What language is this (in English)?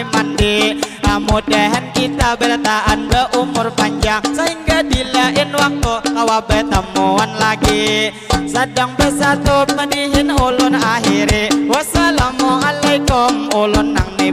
Banjar